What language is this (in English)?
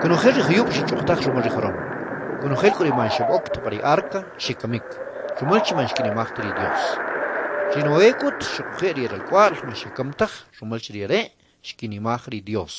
Kʼicheʼ